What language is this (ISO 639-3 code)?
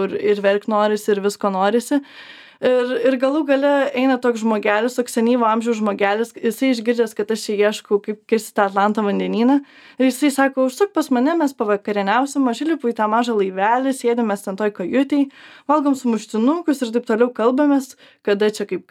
lit